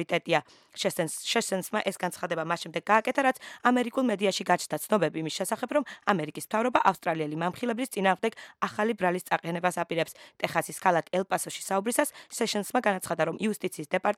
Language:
Georgian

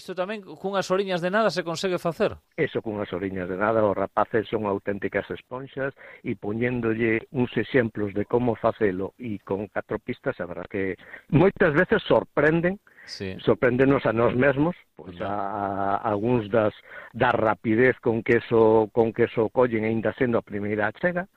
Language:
Galician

